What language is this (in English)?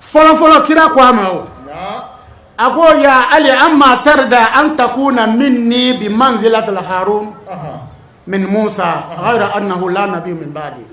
Bambara